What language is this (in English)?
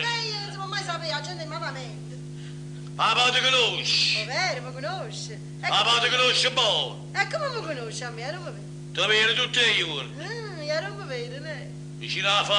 Neapolitan